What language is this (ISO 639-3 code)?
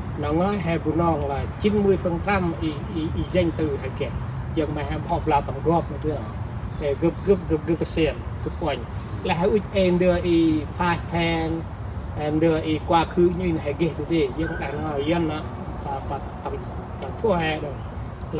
cmo